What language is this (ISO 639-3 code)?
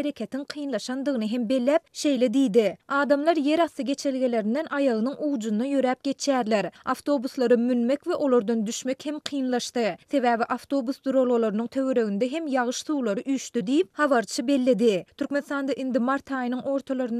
tuk